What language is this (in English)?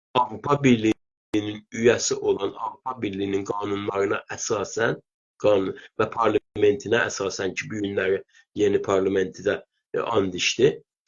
South Azerbaijani